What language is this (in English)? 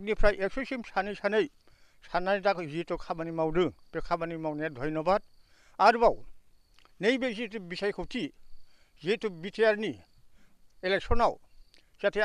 Bodo